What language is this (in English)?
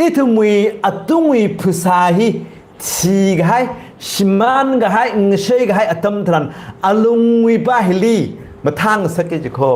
Tangkhul Naga (India)